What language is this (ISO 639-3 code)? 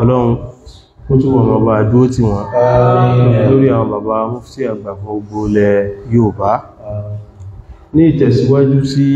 yor